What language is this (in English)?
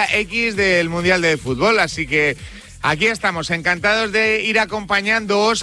Spanish